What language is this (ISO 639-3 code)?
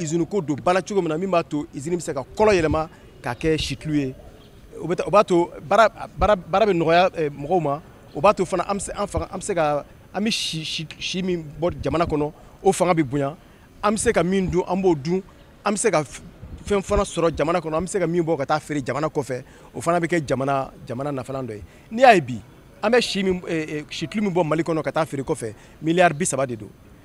bam